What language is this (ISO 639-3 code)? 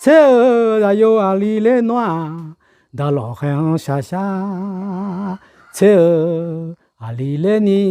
ahk